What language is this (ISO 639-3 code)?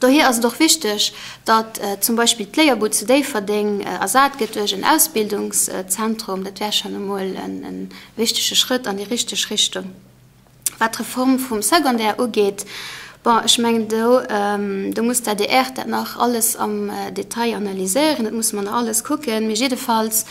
ltz